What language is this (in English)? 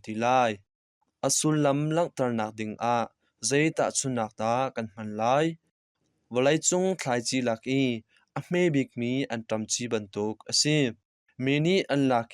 Hakha Chin